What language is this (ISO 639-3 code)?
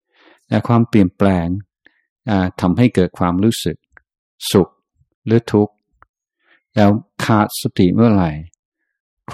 tha